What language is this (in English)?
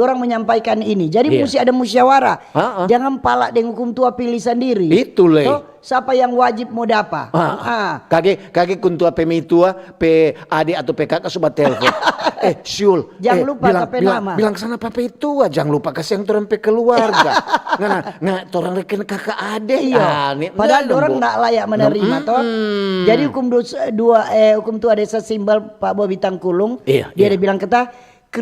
Manado Malay